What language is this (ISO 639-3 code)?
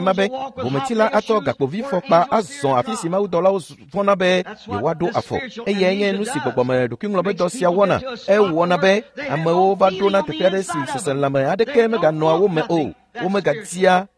ewe